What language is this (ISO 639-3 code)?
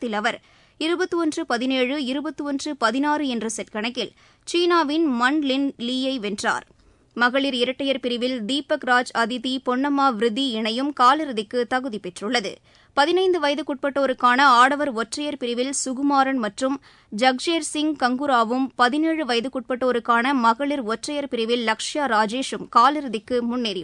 tam